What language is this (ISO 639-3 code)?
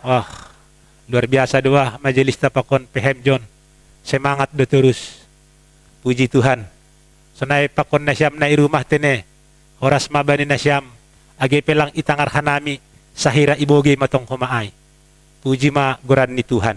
bts